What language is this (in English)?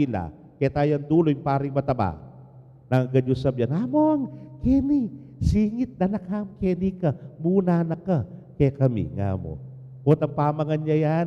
Pampanga